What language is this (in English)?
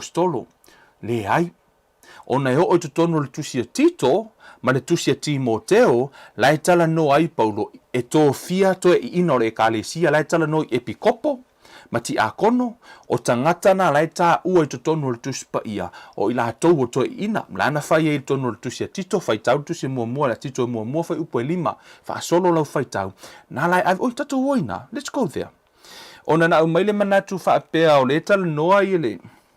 Samoan